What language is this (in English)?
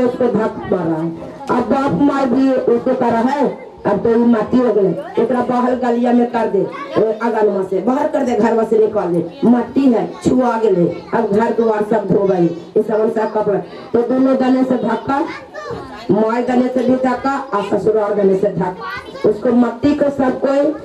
Magahi